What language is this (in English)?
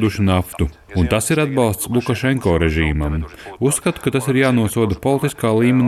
Latvian